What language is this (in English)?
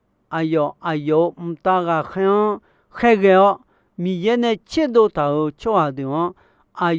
Akha